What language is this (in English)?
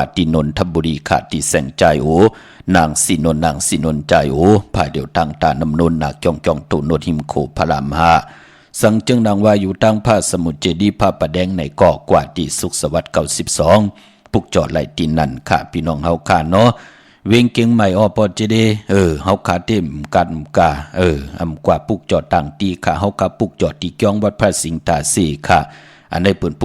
Shan